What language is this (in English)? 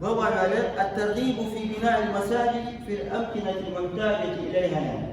Ingush